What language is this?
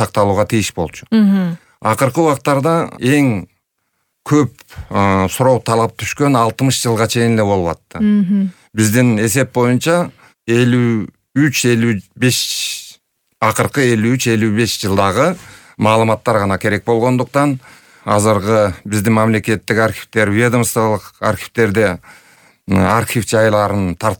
Kyrgyz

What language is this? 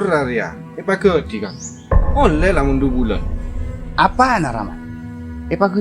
Madurese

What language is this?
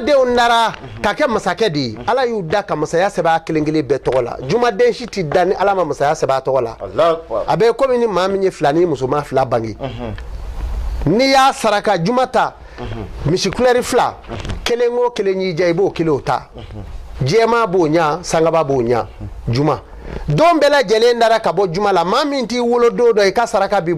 Bambara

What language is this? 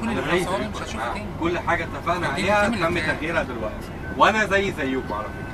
Egyptian Arabic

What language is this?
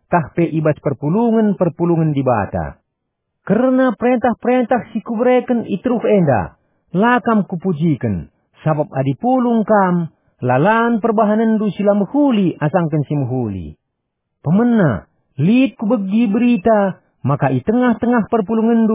Batak Karo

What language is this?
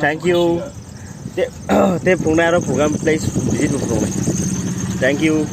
Kok Borok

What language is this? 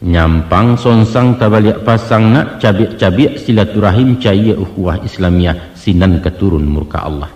Minangkabau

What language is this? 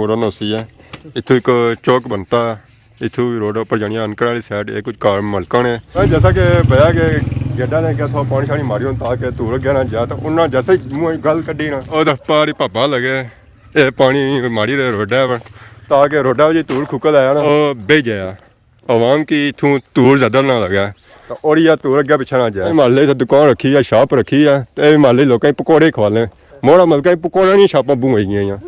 Pahari-Potwari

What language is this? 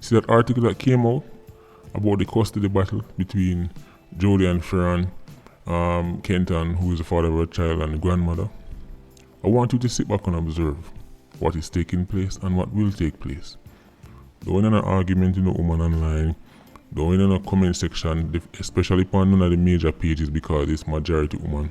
Jamaican Creole English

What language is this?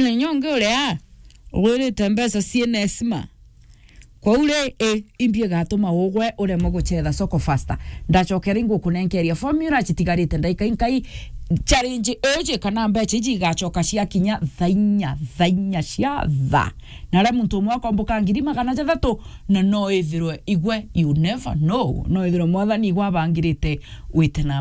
Meru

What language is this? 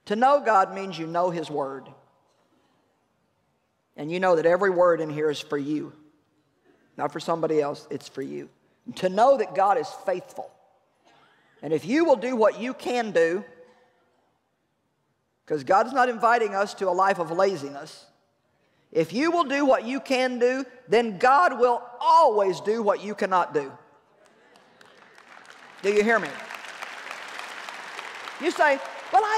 English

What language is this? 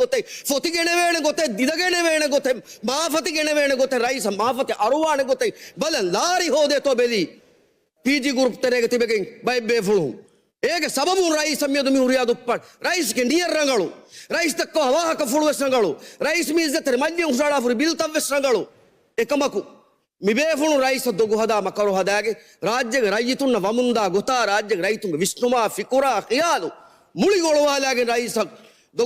Divehi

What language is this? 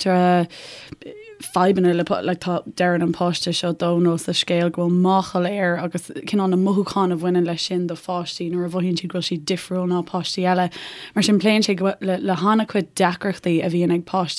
Irish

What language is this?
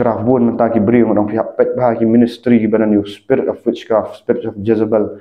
Khasi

